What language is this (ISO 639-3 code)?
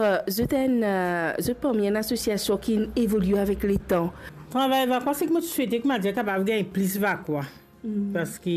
mfe